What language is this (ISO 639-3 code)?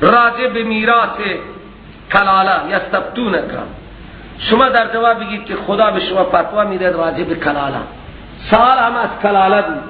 fas